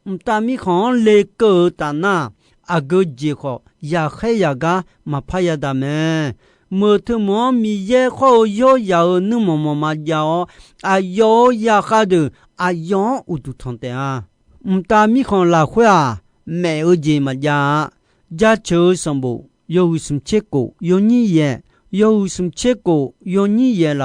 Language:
Akha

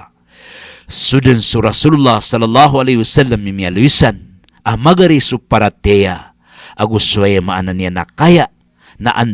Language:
Maranao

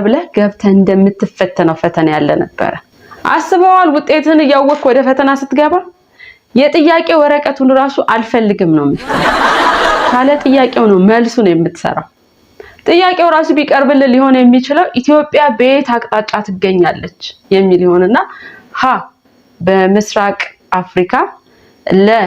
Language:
Amharic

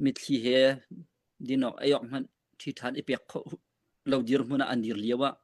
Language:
Hakha Chin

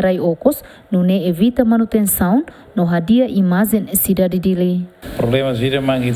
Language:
Tetum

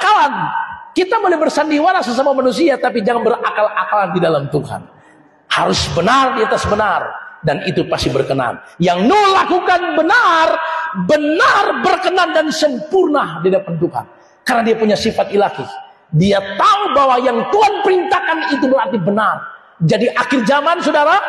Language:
Indonesian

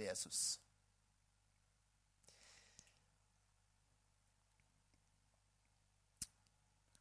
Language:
Norwegian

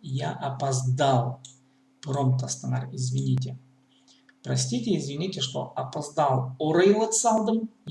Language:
Khakas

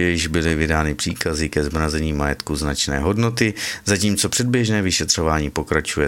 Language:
Czech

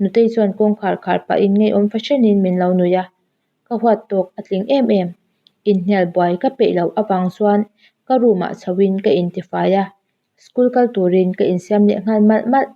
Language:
Mizo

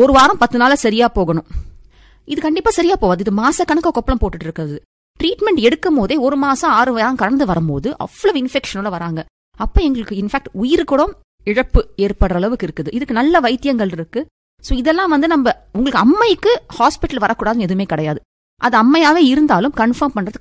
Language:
Tamil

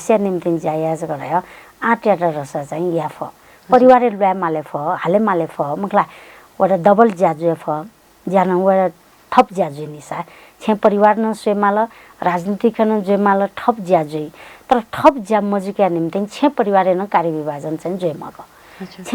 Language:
Newari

